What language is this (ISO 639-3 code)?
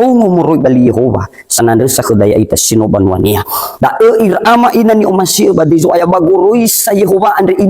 nia